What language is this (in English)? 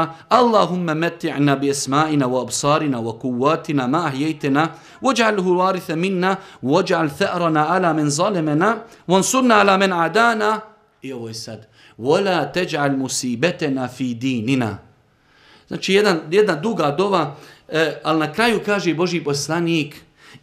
Bosnian